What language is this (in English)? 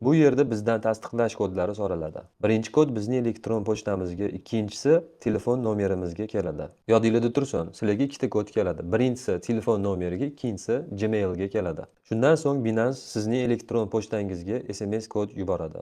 Uzbek